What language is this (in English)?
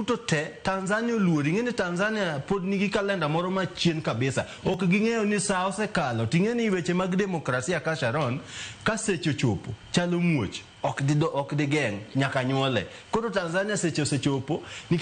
Luo (Kenya and Tanzania)